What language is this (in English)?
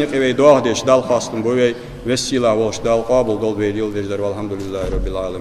Ingush